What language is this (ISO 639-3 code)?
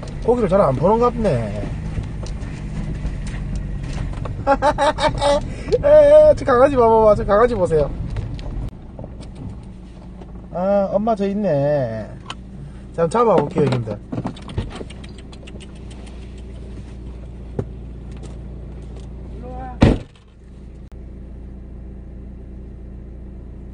kor